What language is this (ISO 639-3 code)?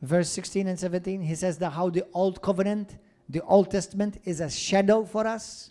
eng